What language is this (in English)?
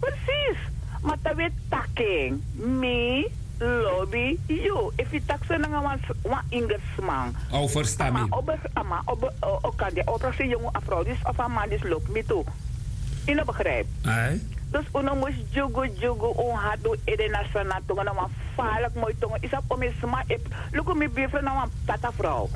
Sranan Tongo